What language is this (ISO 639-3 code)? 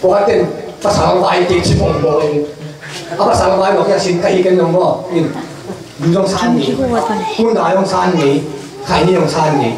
ctd